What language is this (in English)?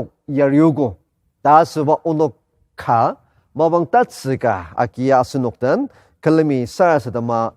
Ao Naga